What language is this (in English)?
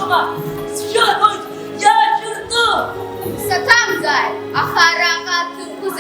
Abkhazian